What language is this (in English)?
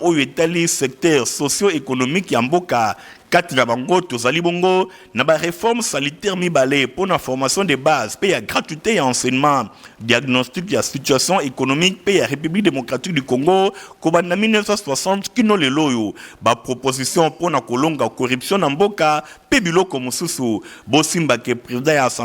Lingala